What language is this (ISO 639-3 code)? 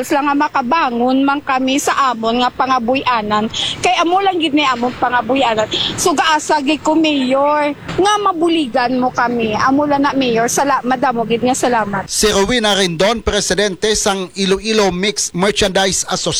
hil